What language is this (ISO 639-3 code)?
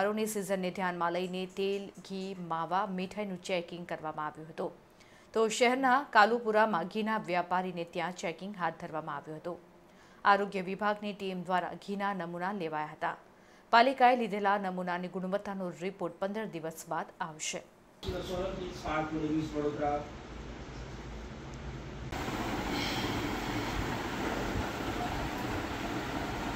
guj